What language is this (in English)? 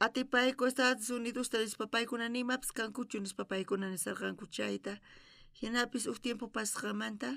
South Bolivian Quechua